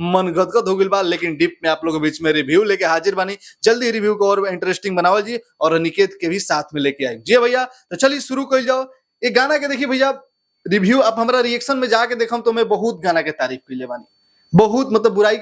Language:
Bhojpuri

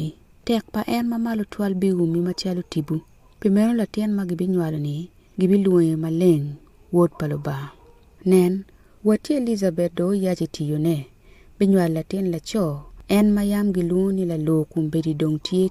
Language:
Acoli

